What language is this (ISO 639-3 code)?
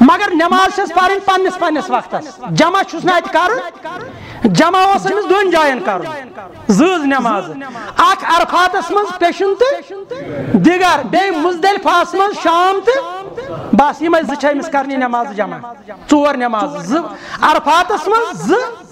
kas